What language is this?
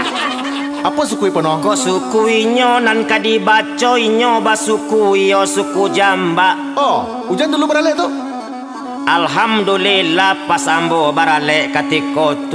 Minangkabau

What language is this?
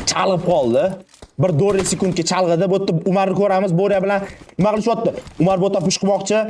Uzbek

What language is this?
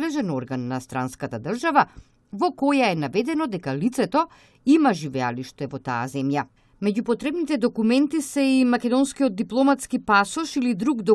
Macedonian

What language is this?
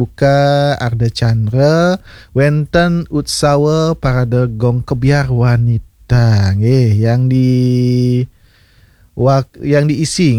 Balinese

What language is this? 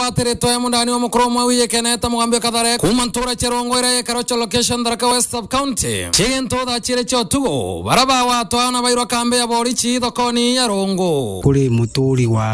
Meru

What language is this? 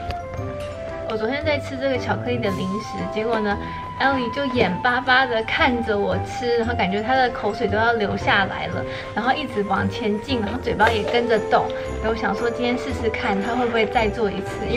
Chinese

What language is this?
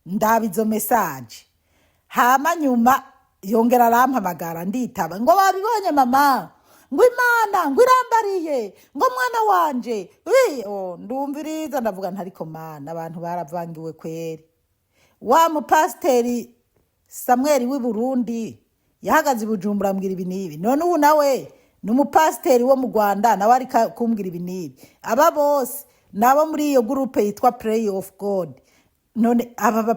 Rundi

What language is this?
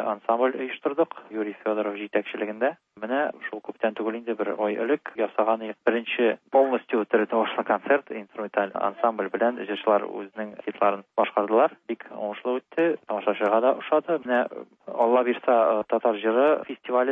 Tatar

